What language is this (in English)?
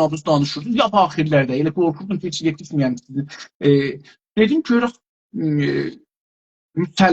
South Azerbaijani